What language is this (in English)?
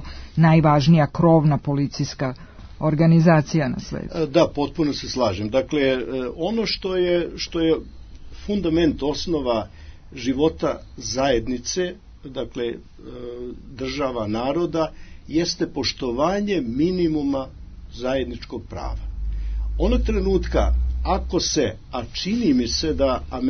Serbian